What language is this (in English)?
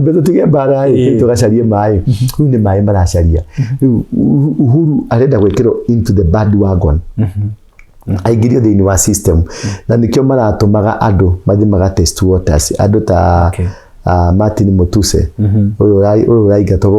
Kikuyu